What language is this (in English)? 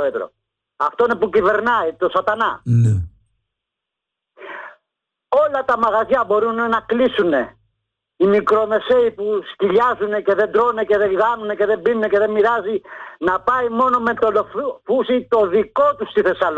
Greek